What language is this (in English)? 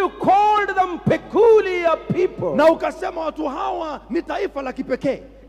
Swahili